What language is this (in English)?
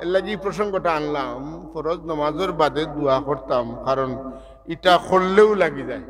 Sylheti